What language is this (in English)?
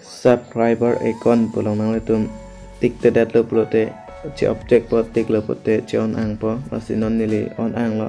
Karbi